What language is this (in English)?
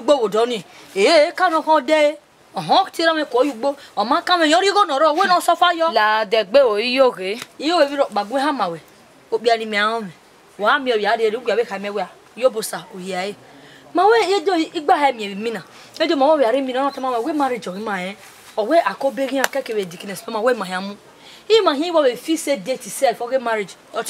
Bini